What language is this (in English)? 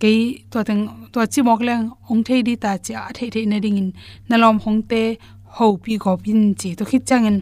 Tedim Chin